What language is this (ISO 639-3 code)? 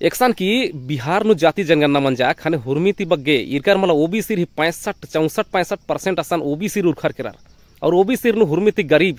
kru